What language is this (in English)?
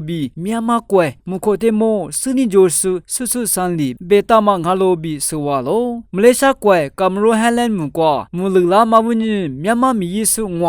Lisu